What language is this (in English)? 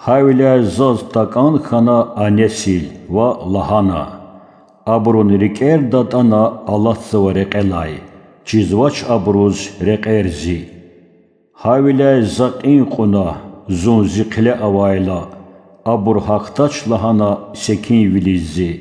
Lezghian